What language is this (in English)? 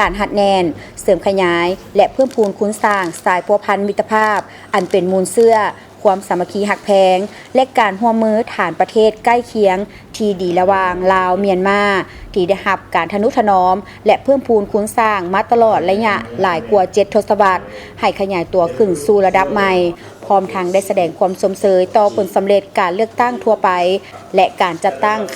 Lao